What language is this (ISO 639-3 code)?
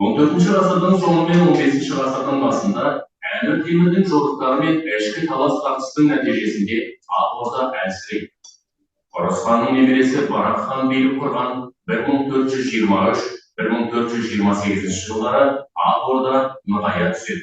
kaz